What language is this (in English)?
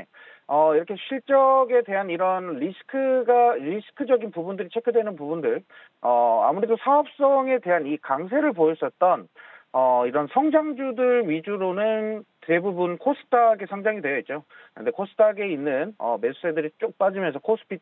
Korean